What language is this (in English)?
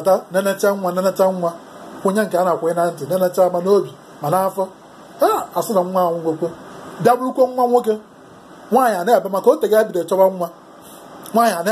Igbo